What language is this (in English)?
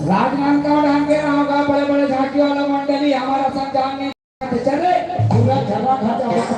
Chhattisgarhi